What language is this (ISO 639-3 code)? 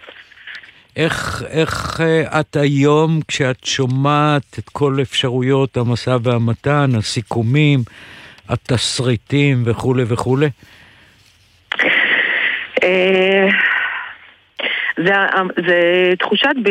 heb